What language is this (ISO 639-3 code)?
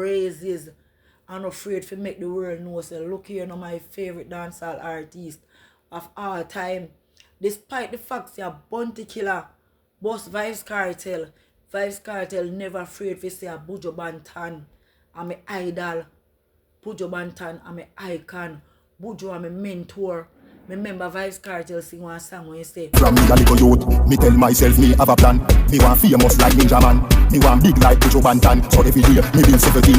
jam